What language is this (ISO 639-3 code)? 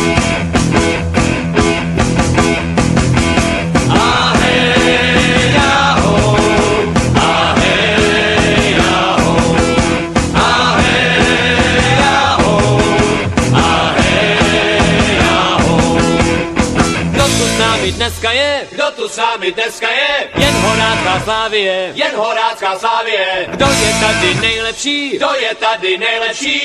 ces